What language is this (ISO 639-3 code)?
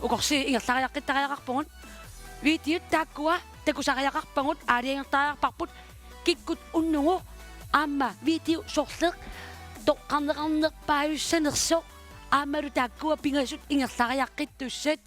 kal